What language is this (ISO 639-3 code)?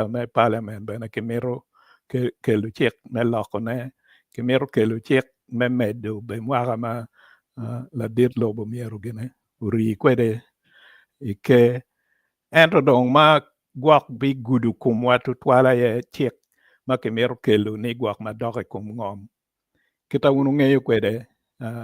ach